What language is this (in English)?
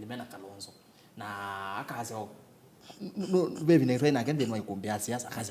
Kamba